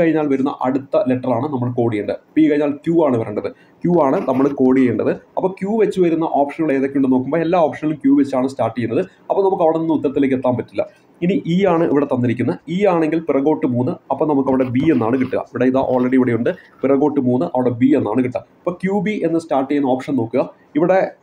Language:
Malayalam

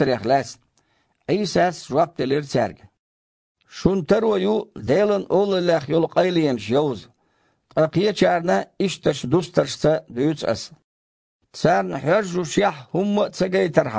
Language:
Chechen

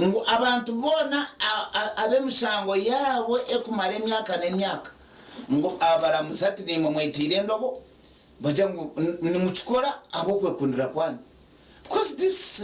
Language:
Nyankole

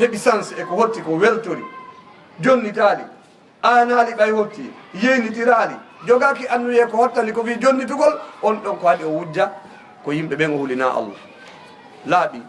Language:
Fula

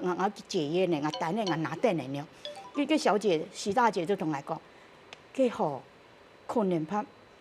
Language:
Hakka Chinese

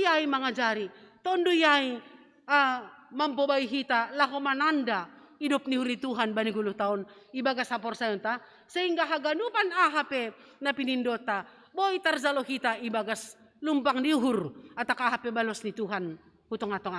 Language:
Batak Simalungun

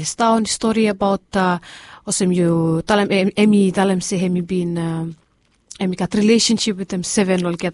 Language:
Bislama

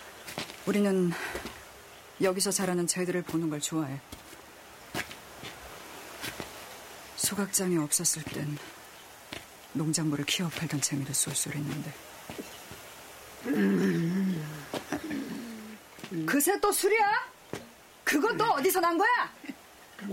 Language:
Korean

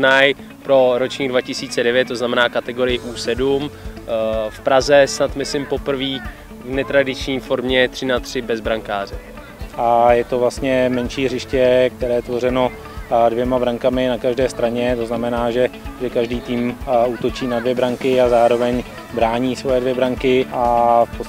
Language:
Czech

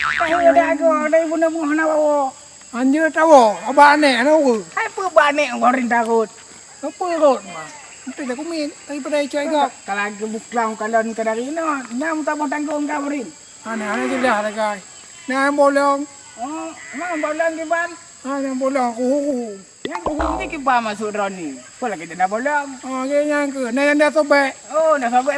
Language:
Achinese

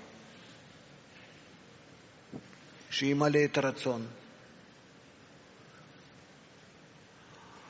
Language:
Hebrew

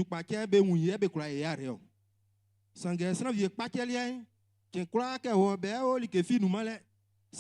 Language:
Baoulé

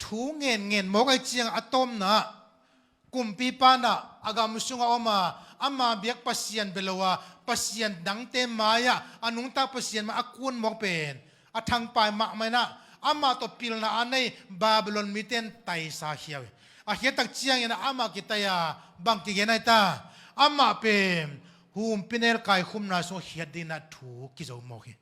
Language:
Tedim Chin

